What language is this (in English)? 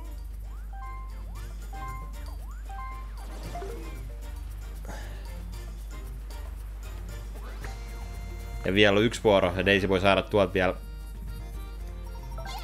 Finnish